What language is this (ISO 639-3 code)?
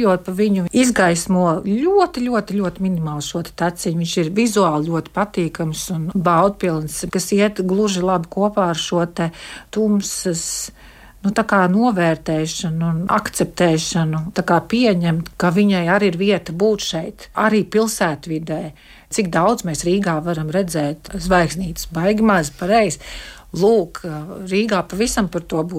lav